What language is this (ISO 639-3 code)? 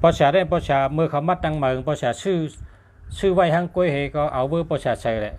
shn